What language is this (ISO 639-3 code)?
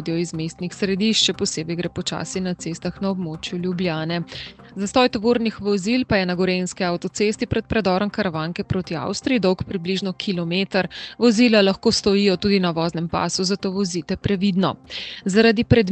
slv